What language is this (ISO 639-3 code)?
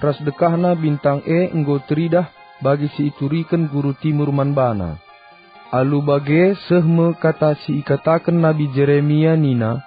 btx